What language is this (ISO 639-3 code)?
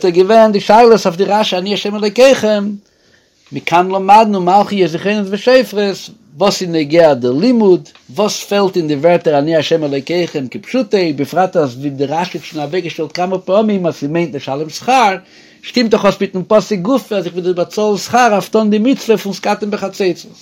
yid